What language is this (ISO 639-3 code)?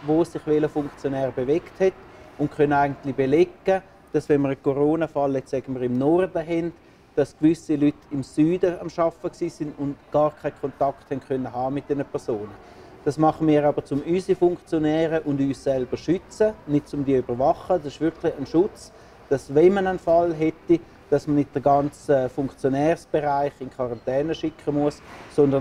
gsw